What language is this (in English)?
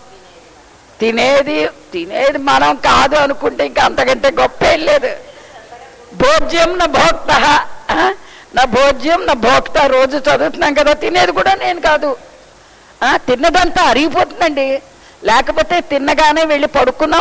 Telugu